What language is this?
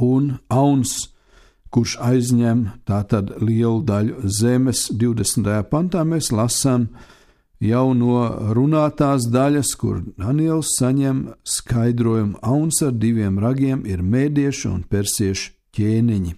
Latvian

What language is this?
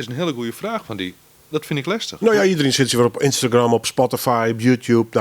Western Frisian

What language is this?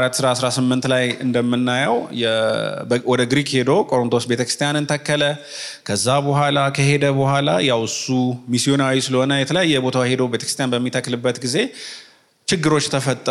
Amharic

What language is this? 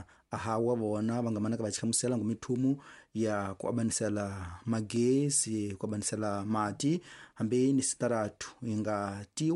Tsonga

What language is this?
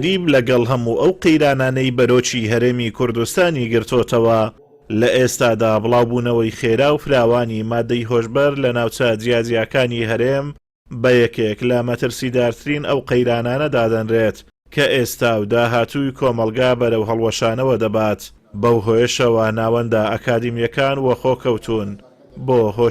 Central Kurdish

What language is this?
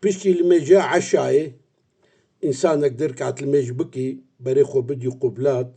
Kurdish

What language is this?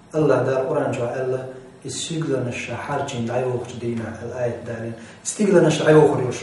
Chechen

